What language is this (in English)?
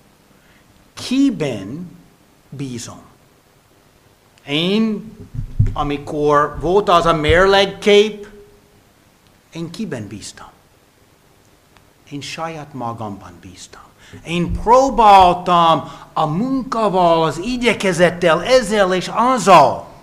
Hungarian